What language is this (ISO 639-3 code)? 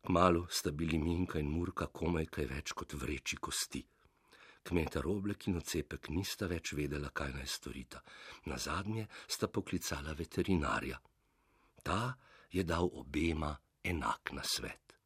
slv